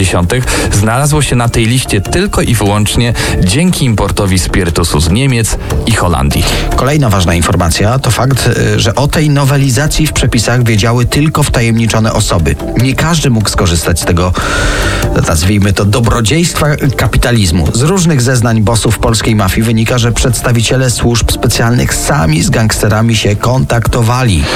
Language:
Polish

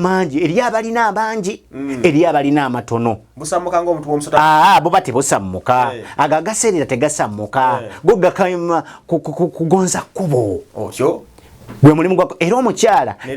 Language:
Ganda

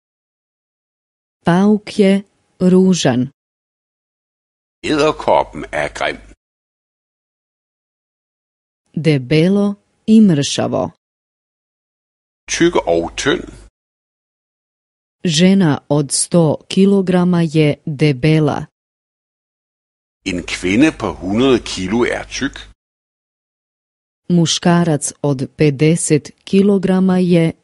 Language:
Croatian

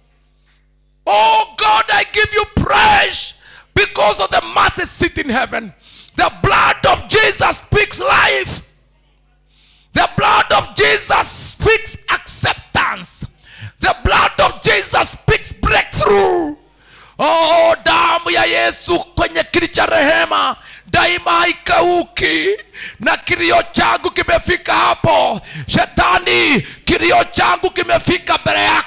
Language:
Swahili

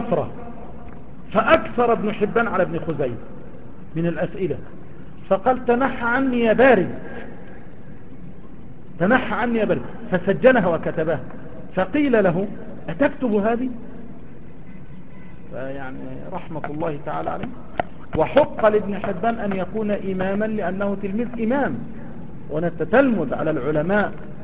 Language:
Arabic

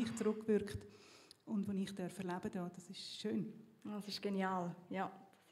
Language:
Swiss German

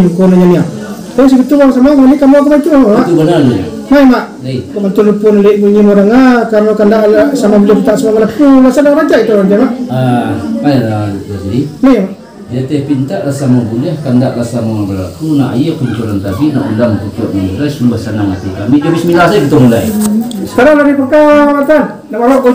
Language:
Minangkabau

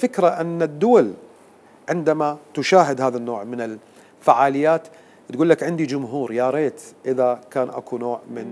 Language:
Mesopotamian Arabic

